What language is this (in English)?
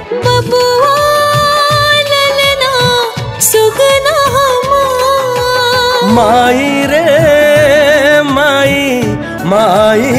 Bhojpuri